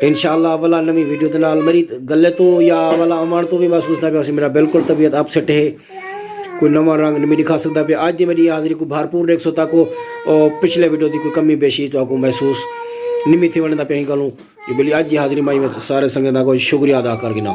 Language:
Saraiki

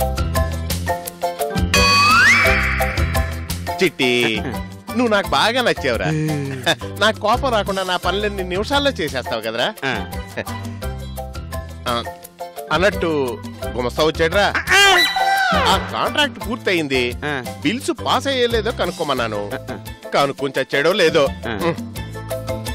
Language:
Telugu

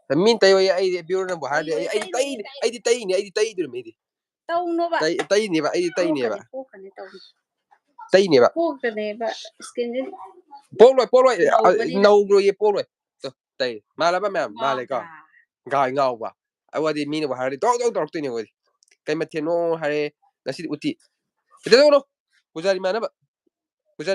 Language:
Manipuri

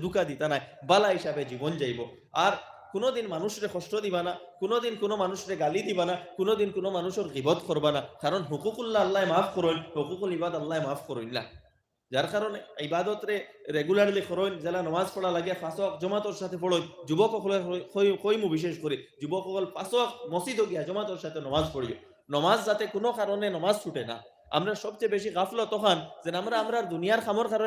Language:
Sylheti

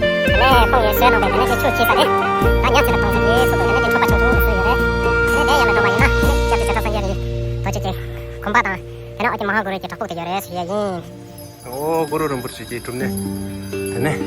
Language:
Tibetan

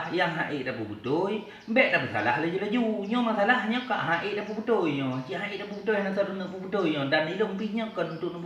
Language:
Achinese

